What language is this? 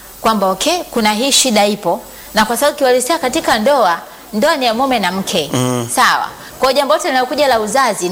Swahili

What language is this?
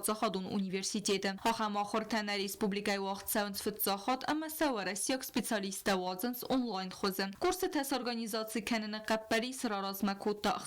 Ossetic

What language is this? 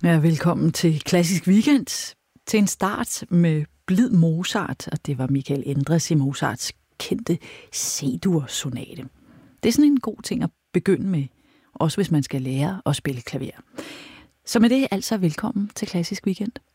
Danish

